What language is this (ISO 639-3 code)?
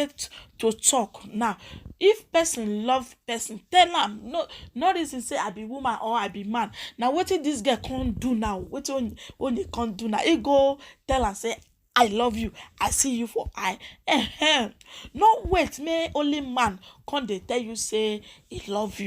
pcm